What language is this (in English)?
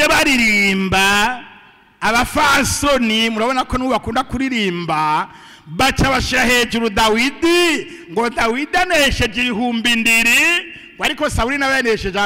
Rundi